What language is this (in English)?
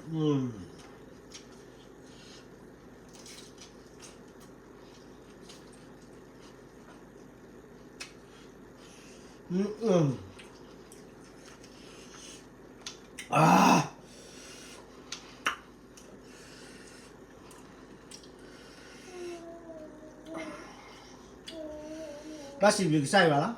S'gaw Karen